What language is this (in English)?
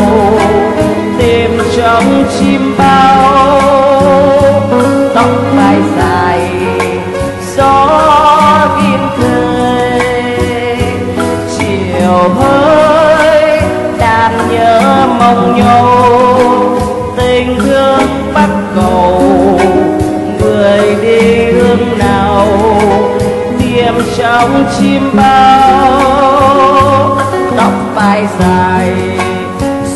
Vietnamese